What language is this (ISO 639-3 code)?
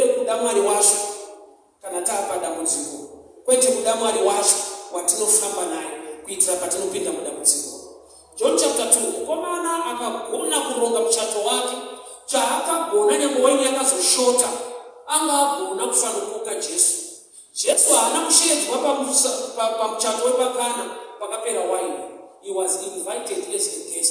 sna